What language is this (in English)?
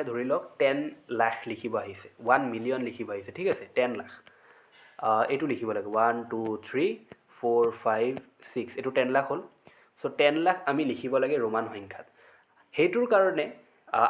Assamese